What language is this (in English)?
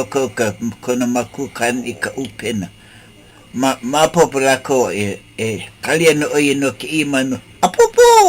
Hawaiian